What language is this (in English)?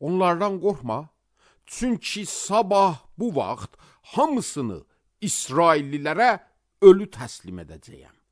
Azerbaijani